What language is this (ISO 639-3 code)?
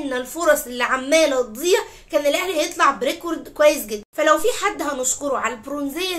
arz